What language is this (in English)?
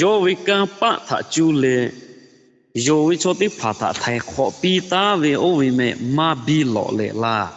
Lahu